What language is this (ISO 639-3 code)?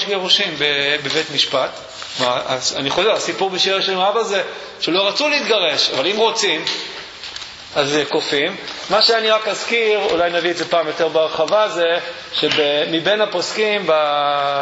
heb